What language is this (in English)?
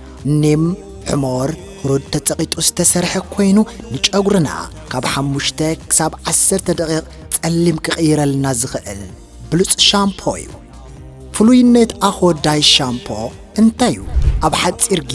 Tigrinya